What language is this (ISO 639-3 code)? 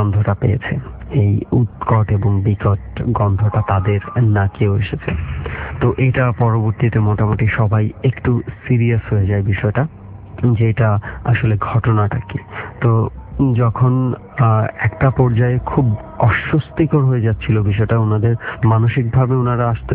ben